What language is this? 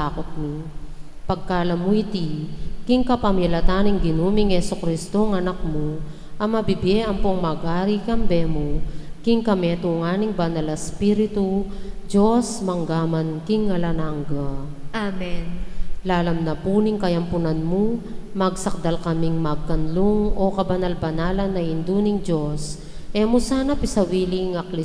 Pampanga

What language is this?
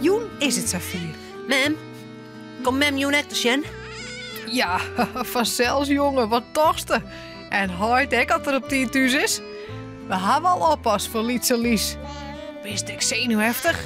Western Frisian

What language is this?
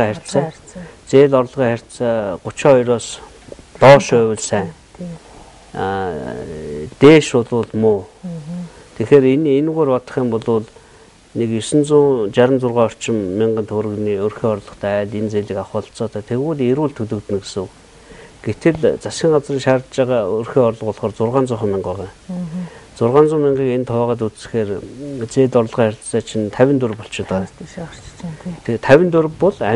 Mongolian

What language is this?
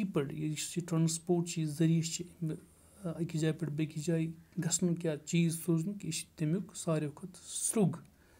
Kashmiri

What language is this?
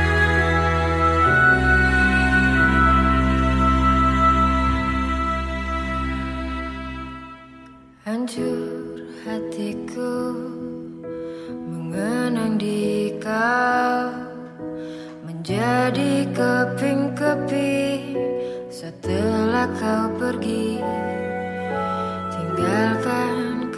Indonesian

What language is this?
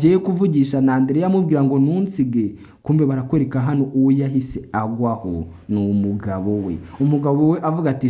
Kinyarwanda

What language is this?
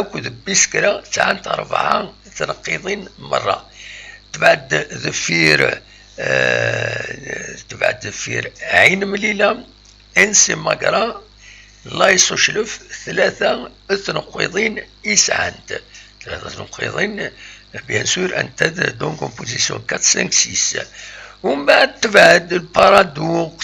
Kabyle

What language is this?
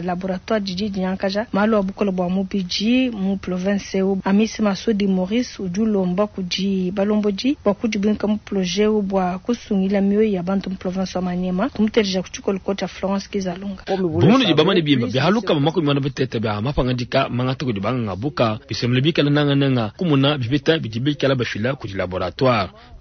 Luba-Lulua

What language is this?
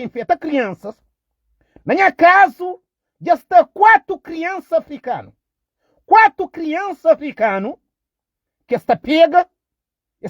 Kabuverdianu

